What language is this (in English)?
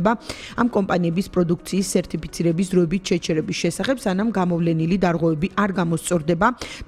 Georgian